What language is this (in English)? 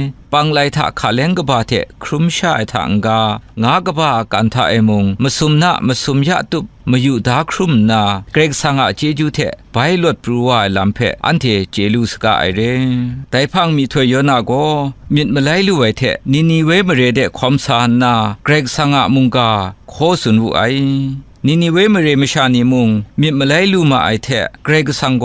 Kachin